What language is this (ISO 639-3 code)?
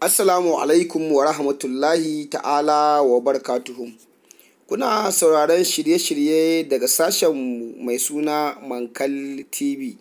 hau